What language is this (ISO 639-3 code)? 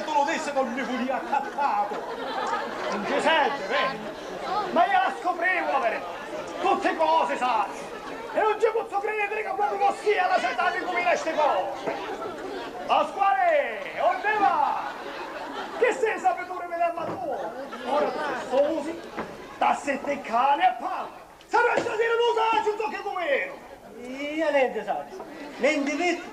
scn